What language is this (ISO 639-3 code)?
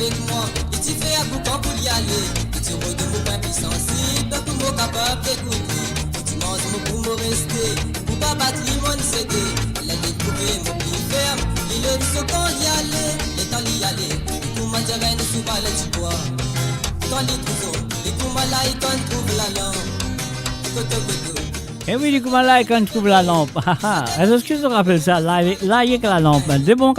mfe